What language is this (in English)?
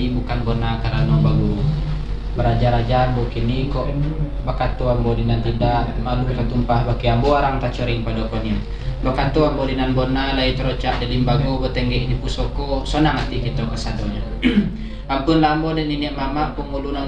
Minangkabau